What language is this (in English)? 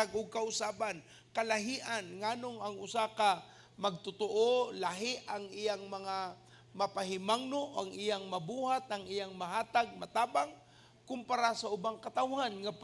Cebuano